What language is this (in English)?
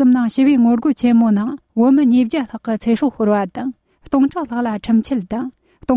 Tibetan